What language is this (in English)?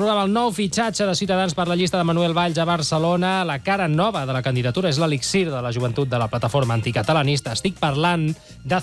Catalan